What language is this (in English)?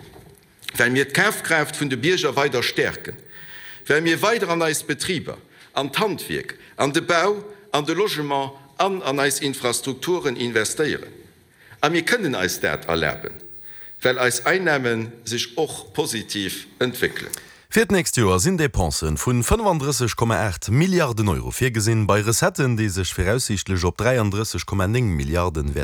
Luxembourgish